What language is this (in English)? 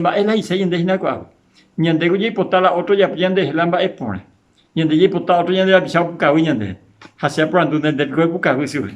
Guarani